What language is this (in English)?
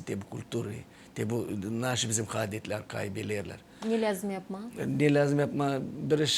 Gagauz